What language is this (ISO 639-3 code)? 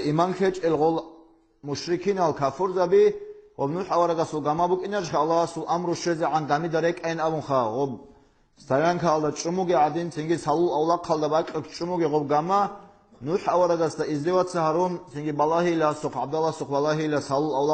ava